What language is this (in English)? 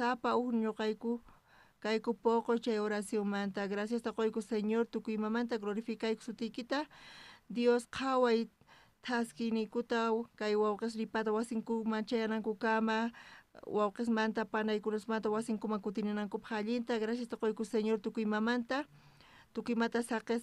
South Bolivian Quechua